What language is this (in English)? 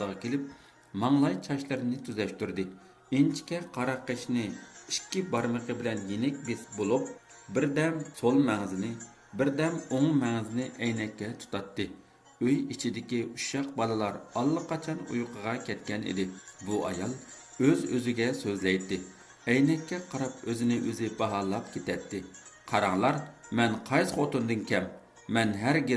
Uyghur